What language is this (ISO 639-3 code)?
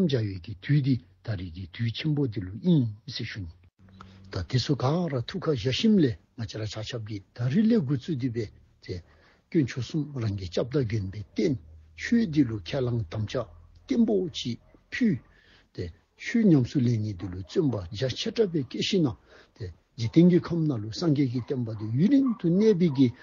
dzo